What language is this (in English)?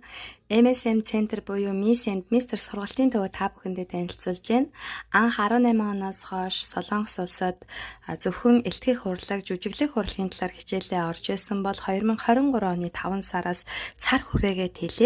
Mongolian